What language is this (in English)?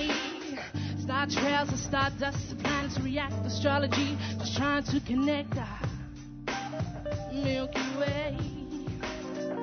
English